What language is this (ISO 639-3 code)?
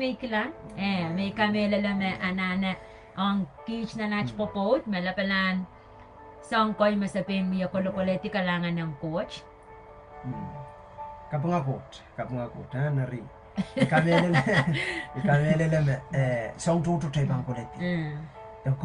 pon